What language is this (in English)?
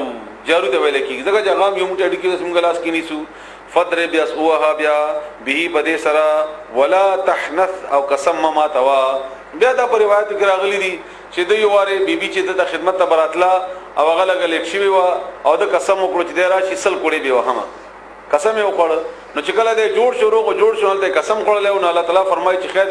Pashto